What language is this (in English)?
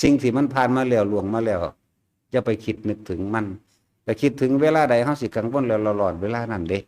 Lao